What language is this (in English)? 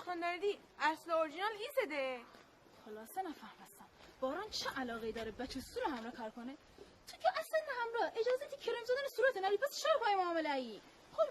Gilaki